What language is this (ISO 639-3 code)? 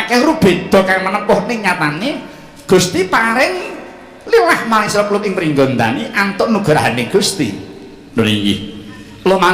jav